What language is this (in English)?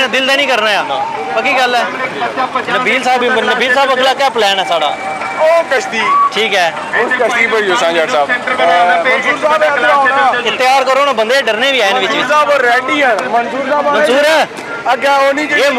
Pahari-Potwari